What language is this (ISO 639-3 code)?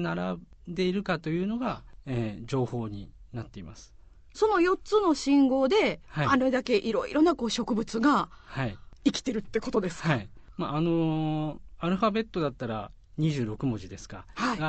jpn